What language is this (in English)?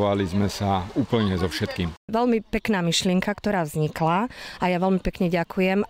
Slovak